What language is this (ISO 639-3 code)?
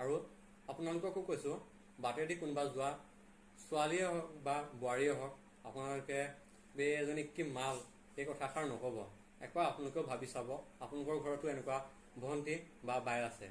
asm